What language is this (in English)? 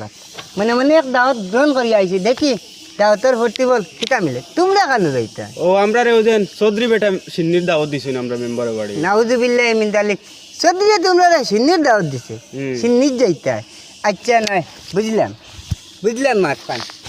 Sylheti